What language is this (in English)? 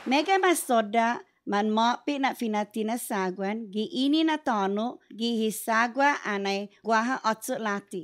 Chamorro